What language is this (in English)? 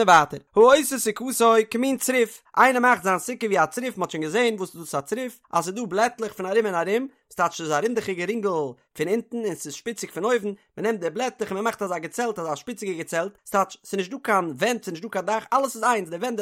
Yiddish